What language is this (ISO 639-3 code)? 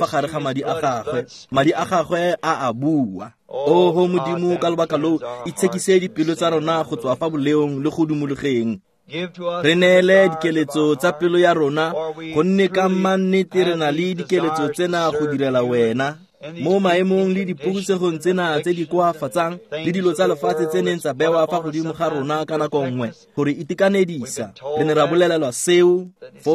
tsn